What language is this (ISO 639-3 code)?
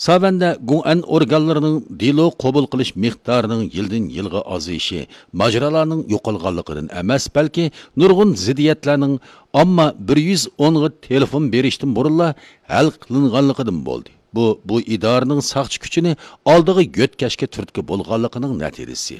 uig